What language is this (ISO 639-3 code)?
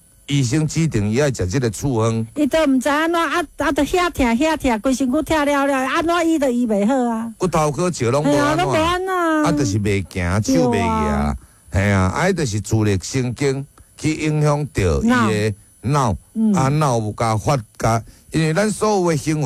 nan